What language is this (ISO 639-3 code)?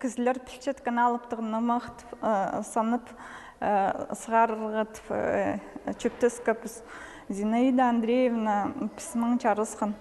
kjh